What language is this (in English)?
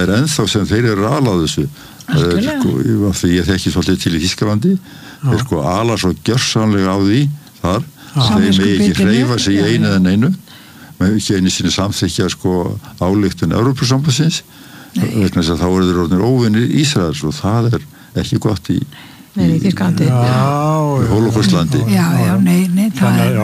Icelandic